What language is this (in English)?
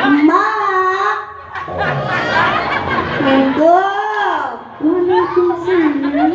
Betawi